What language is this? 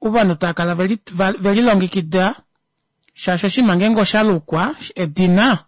Kuanyama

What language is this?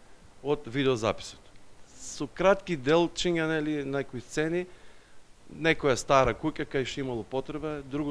Macedonian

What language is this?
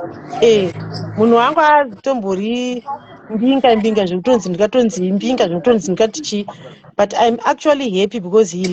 Shona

